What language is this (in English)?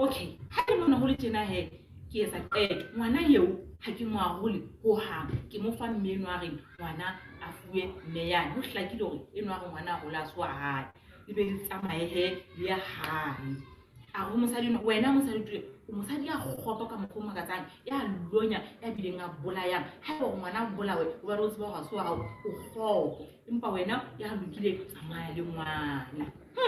Southern Sotho